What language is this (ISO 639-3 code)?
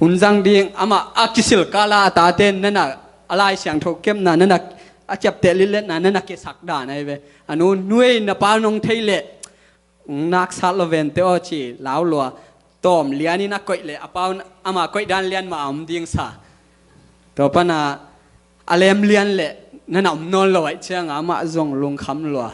ctd